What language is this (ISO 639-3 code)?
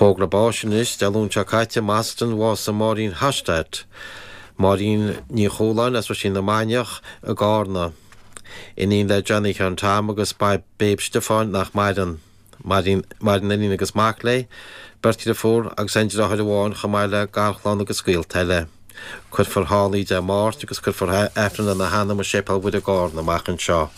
gle